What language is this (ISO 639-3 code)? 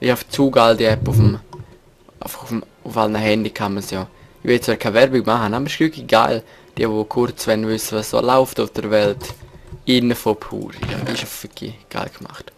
gsw